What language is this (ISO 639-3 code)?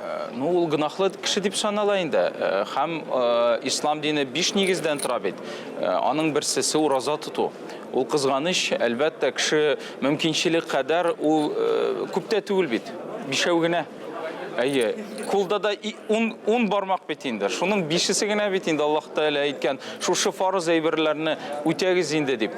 tat